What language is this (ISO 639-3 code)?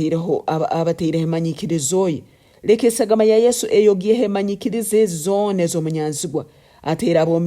nyn